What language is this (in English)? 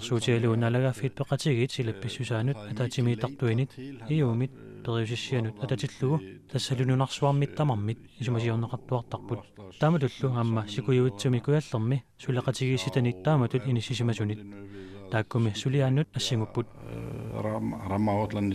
Kalaallisut